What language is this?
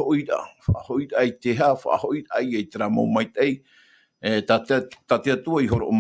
Tahitian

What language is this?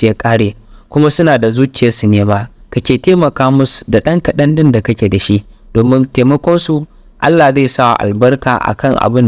Hausa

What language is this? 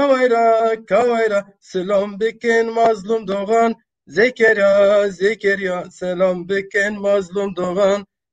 Zaza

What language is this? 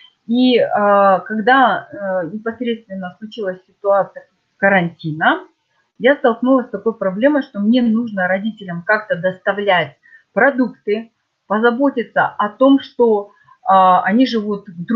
Russian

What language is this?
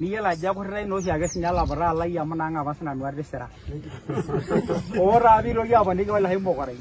Masai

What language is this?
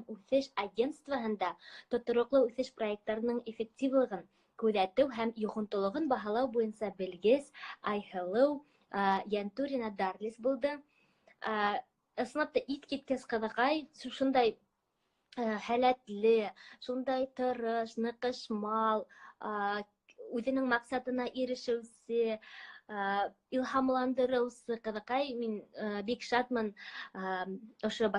Bashkir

